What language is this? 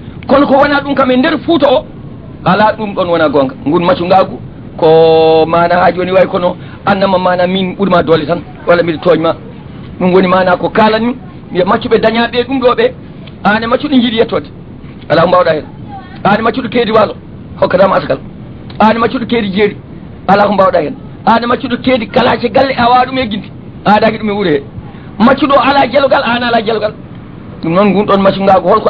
Fula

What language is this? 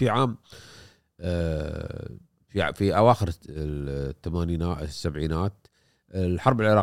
Gulf Arabic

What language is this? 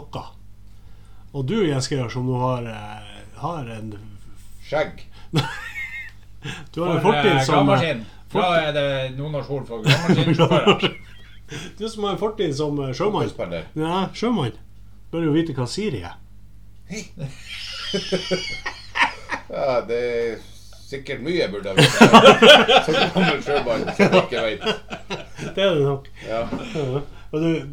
Norwegian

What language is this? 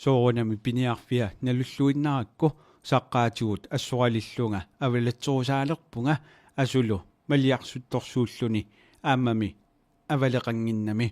Kalaallisut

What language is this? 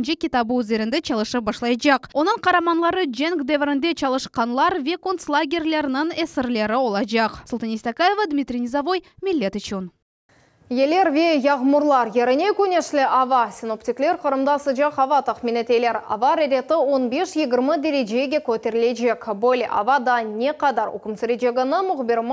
Crimean Tatar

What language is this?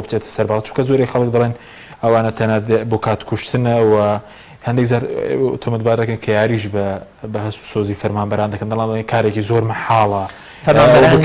Central Kurdish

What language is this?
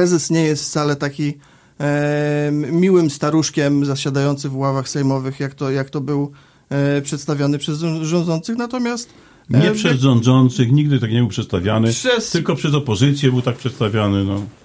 Polish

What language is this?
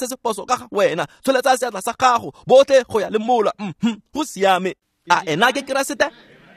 Tswana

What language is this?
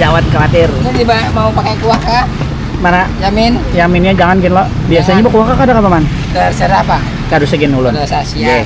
Banjar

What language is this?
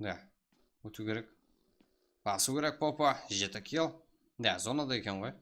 Kara-Kalpak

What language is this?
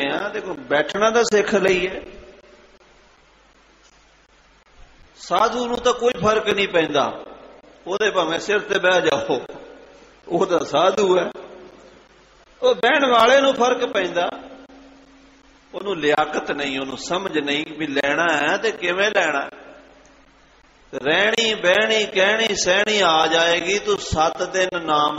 Punjabi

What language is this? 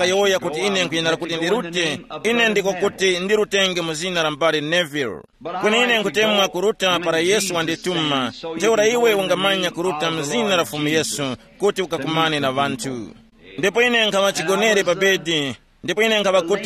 Tumbuka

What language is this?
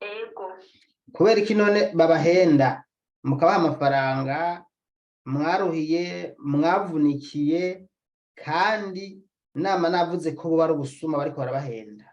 Rundi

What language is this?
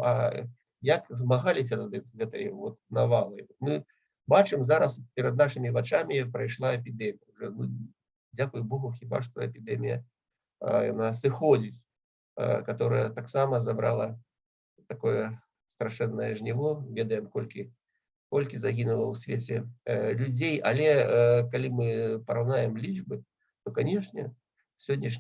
Belarusian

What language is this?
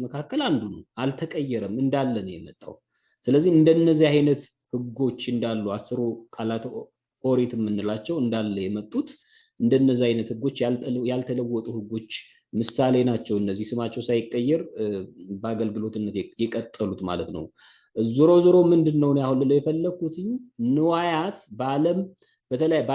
Amharic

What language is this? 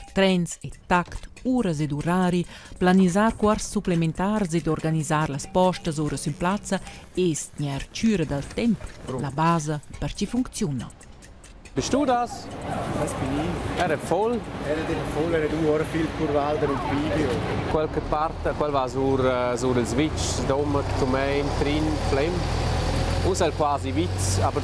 Romansh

